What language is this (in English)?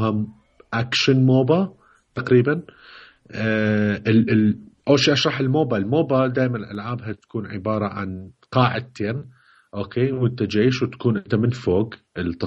Mesopotamian Arabic